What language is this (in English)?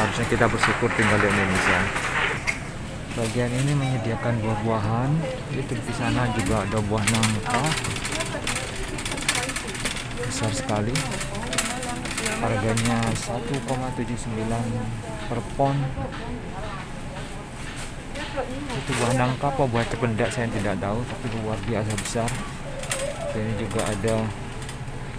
Indonesian